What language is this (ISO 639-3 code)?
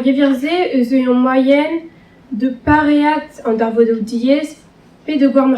bre